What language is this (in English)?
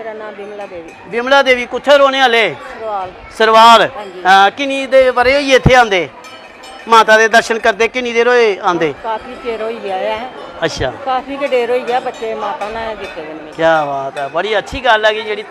Dogri